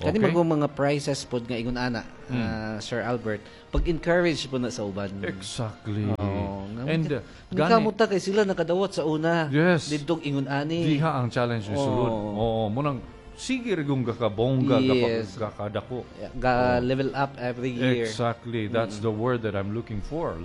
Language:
Cebuano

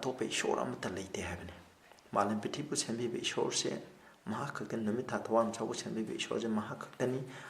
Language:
Manipuri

